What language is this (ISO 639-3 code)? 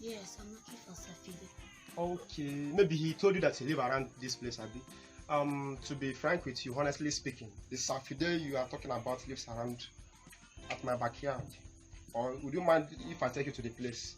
pcm